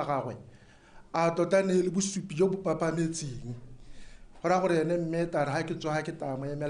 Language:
Tswana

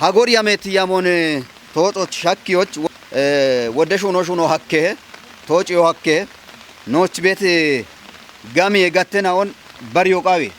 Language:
Kafa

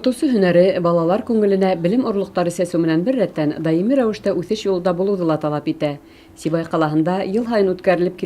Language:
Bashkir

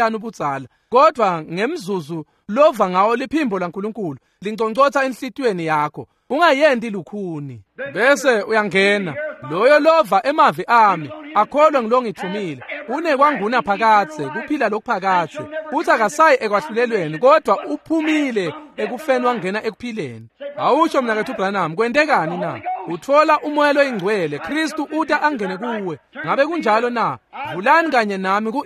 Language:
Swati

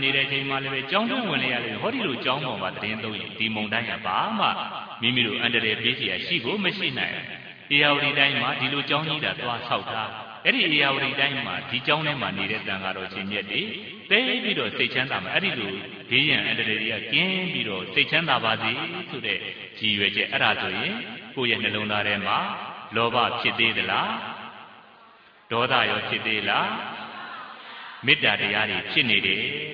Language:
Burmese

